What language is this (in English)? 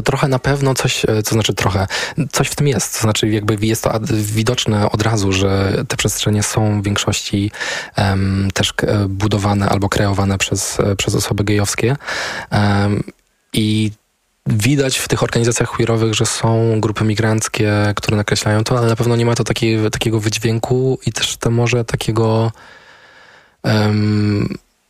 Polish